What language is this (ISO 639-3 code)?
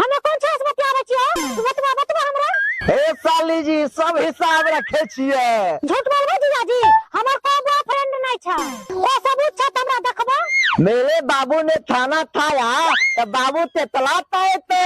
mai